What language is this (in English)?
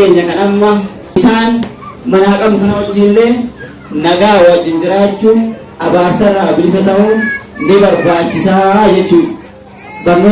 Oromo